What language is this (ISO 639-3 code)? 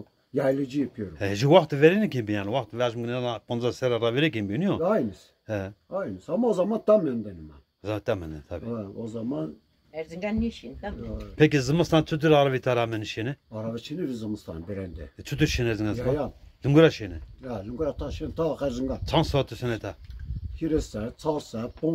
zza